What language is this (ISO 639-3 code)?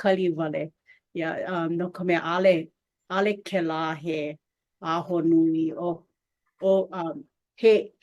haw